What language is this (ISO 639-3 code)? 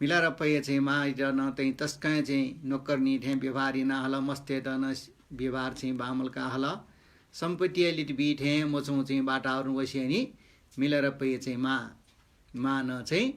new